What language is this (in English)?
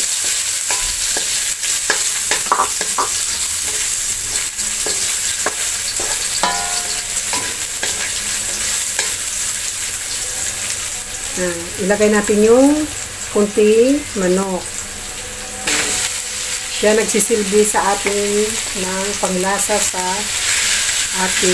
Filipino